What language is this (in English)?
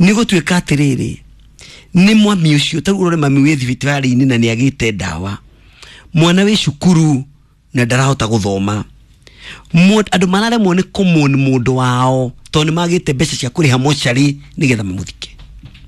Kikuyu